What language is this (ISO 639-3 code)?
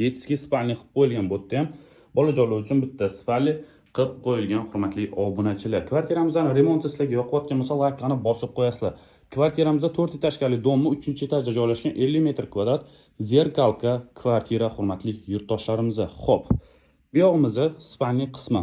uzb